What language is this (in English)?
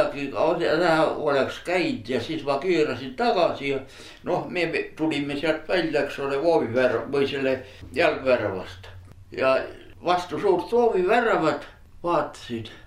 Estonian